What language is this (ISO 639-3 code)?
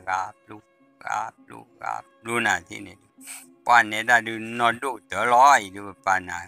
ksw